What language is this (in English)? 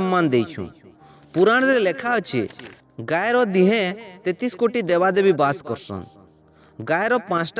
Odia